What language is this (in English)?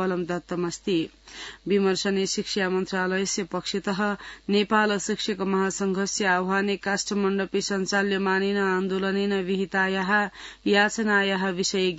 Sanskrit